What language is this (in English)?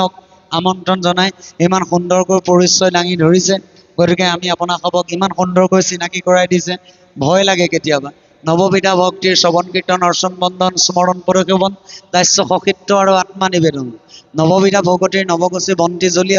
Assamese